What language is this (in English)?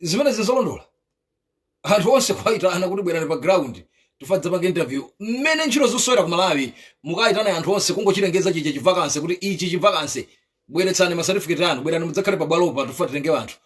Nyanja